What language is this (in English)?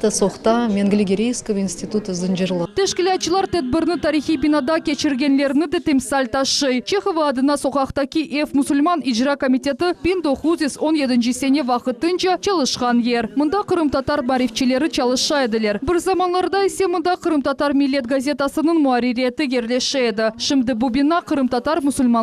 Crimean Tatar